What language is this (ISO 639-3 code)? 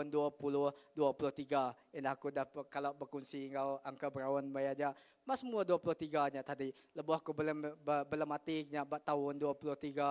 iba